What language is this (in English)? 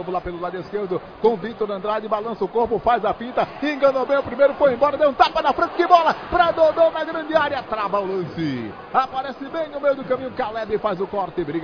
Portuguese